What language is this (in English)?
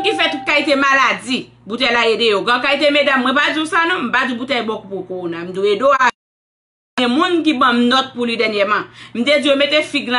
Haitian Creole